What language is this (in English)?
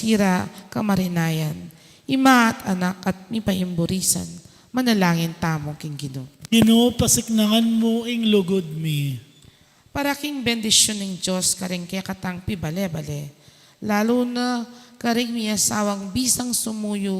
Pampanga